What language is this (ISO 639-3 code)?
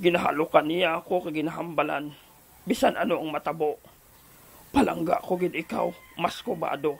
hil